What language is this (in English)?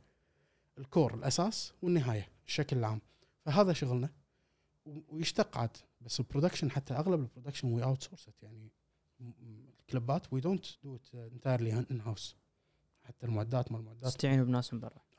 Gulf Arabic